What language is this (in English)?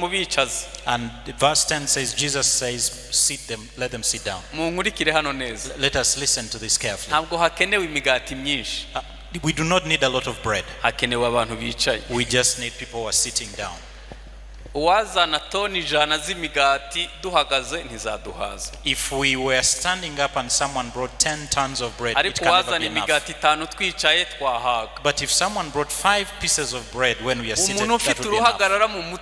Kinyarwanda